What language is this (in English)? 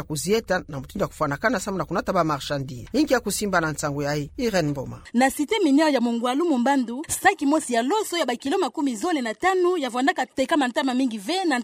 Kituba (Democratic Republic of Congo)